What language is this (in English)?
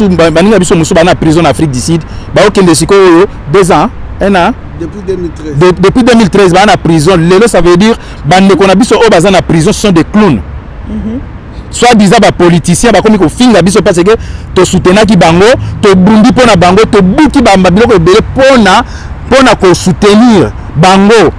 Lingala